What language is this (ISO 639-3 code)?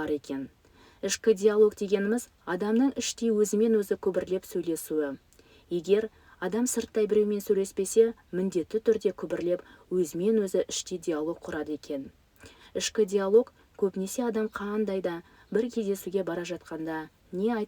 kaz